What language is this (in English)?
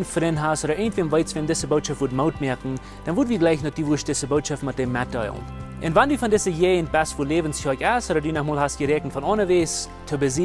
Plautdietsch